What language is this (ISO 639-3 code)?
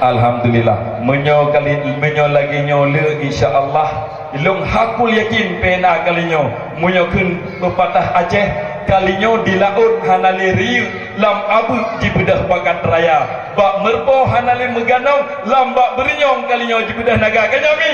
ace